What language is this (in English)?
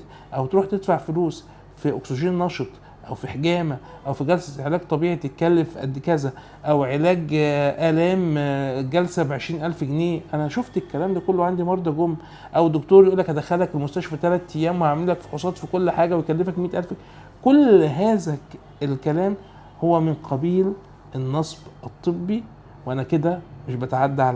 Egyptian Arabic